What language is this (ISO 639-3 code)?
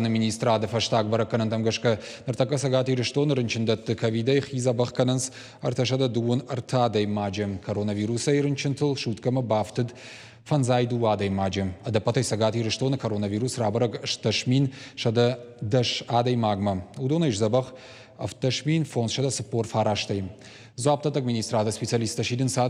oss